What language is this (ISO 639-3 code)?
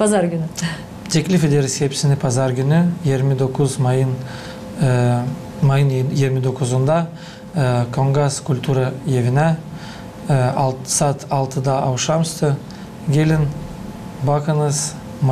gag